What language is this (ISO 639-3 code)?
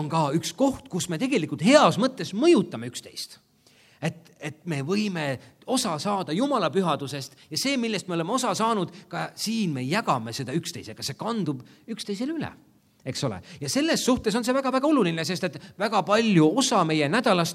est